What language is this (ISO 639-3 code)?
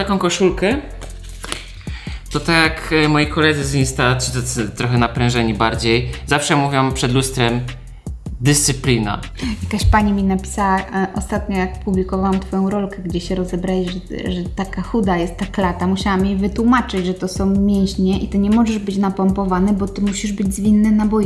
pol